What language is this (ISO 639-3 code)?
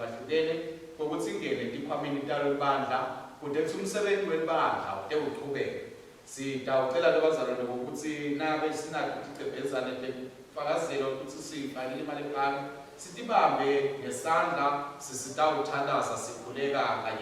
ssw